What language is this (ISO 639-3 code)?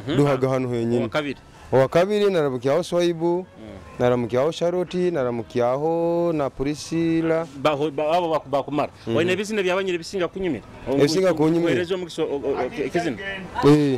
nyo